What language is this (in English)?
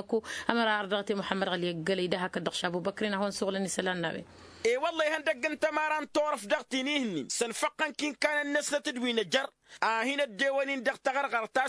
Tamasheq